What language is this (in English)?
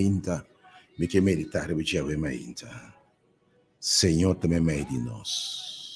Papiamento